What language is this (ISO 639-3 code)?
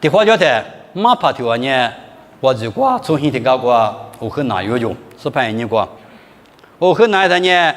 lis